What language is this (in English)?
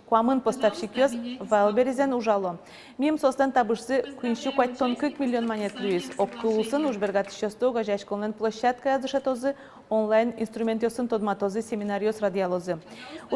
Udmurt